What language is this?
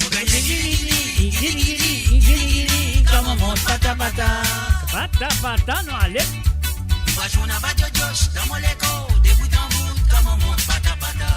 Morisyen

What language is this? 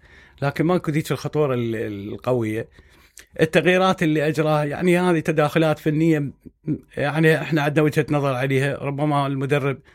Mesopotamian Arabic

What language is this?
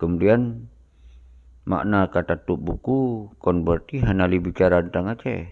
Achinese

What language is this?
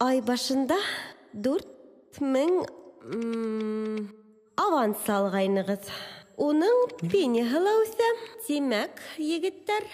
Bashkir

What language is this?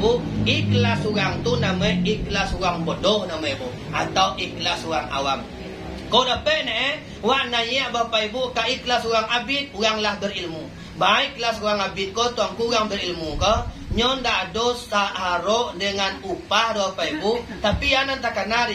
Minangkabau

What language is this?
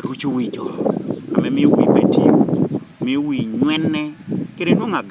Lango (Uganda)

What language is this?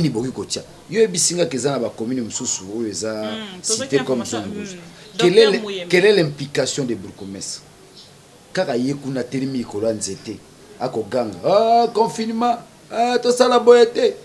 Lingala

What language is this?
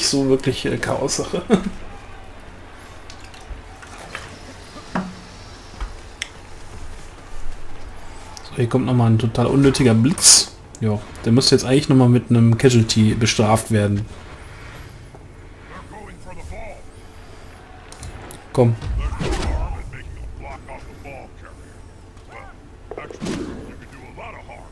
German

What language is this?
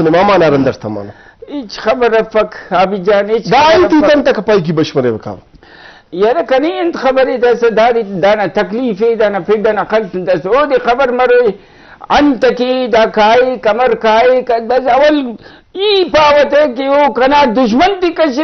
Brahui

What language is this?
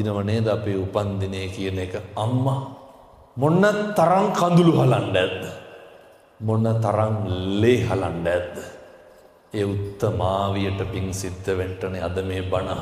Sinhala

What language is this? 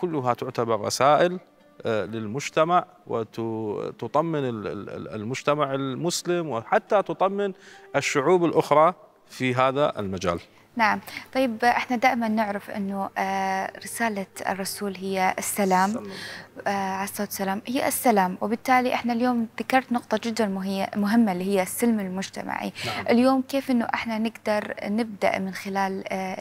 Mesopotamian Arabic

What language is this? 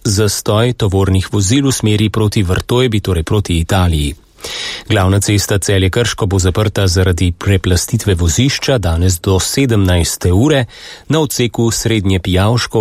Slovenian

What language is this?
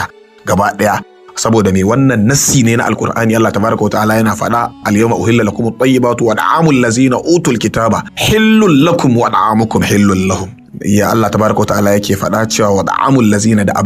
Hausa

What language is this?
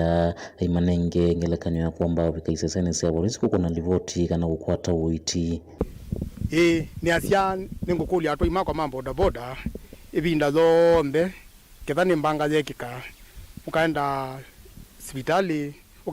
Kamba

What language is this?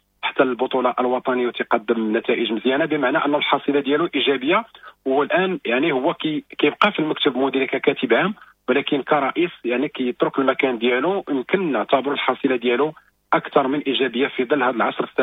Moroccan Arabic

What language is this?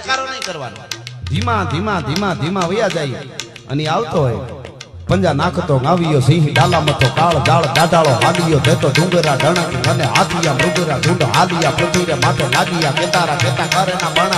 Gujarati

